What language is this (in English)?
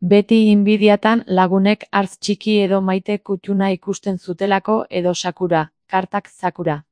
Basque